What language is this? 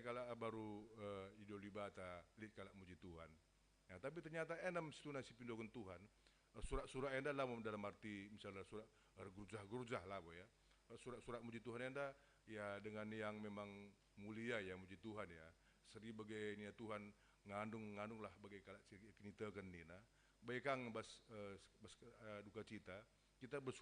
Batak Karo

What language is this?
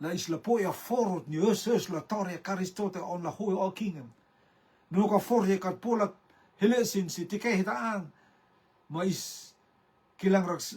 Rotuman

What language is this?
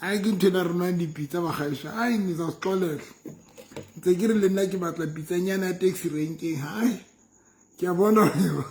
Southern Sotho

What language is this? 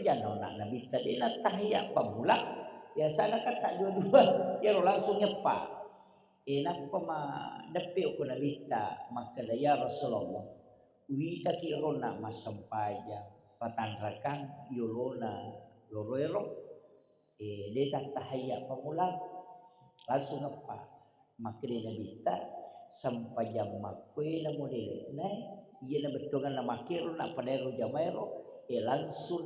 Buginese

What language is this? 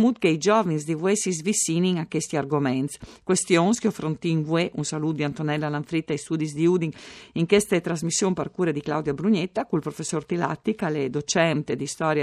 Friulian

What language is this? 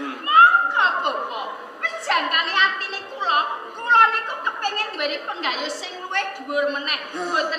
Javanese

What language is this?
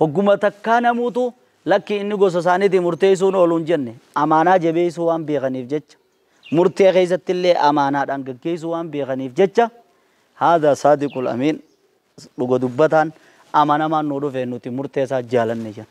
Oromo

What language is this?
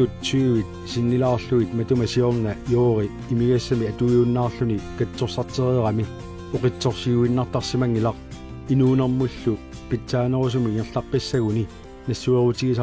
Kalaallisut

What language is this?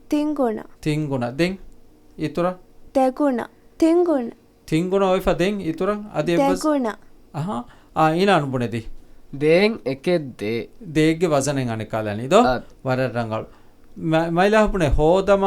Divehi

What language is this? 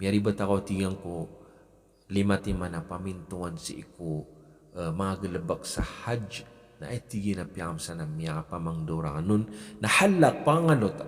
Maranao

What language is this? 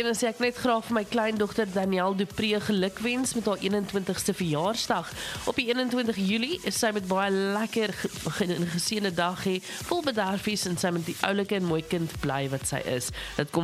Afrikaans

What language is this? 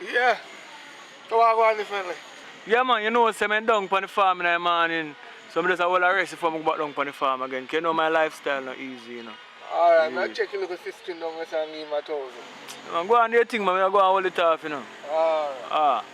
Jamaican Creole English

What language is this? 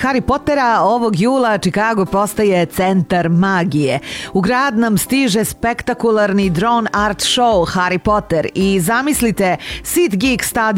Serbian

